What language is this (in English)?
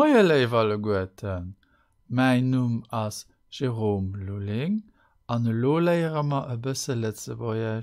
Luxembourgish